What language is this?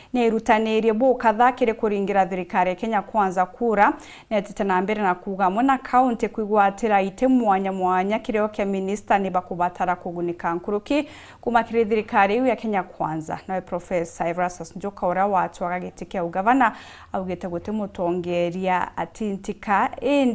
Meru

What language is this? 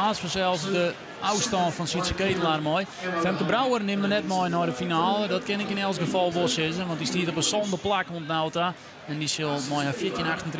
Western Frisian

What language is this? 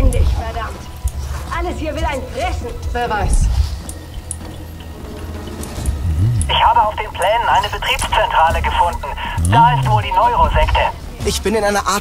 German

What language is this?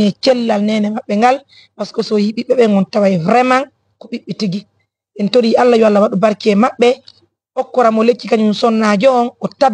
Fula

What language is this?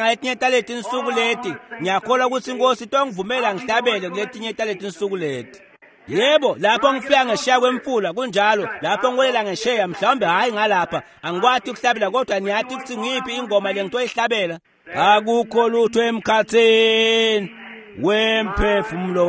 Swati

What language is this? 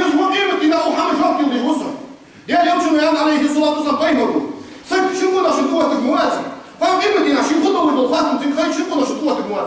Ingush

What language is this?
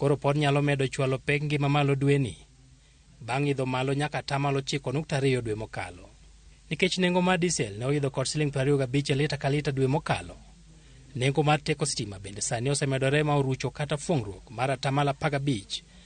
Luo (Kenya and Tanzania)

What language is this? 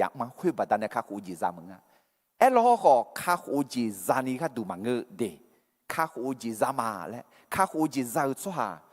Akha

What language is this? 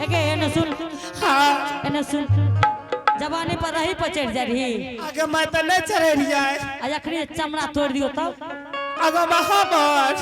Angika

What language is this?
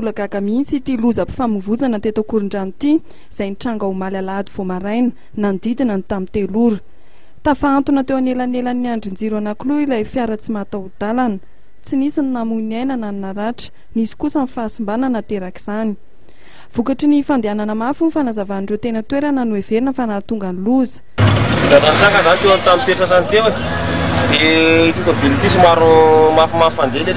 Malagasy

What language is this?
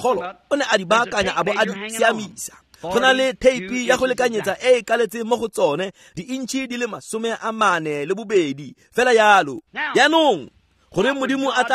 Tswana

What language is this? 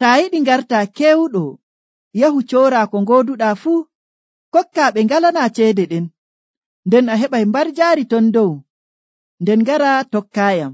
Nigerian Fulfulde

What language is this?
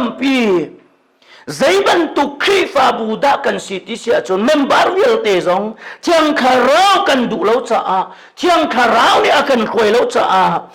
Hakha Chin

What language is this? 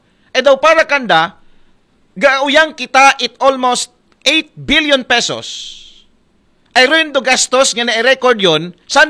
Aklanon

